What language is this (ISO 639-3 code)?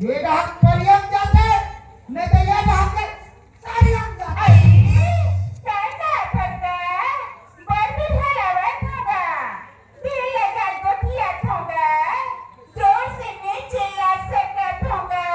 hne